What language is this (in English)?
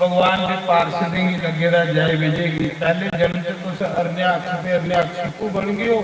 Dogri